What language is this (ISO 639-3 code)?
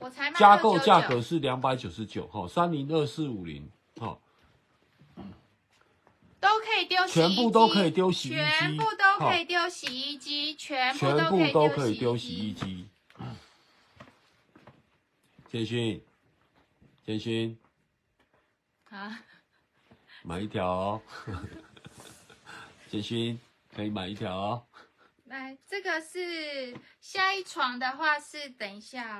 zho